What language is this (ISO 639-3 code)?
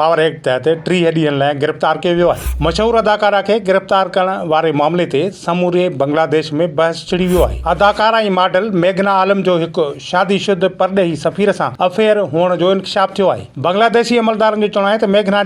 snd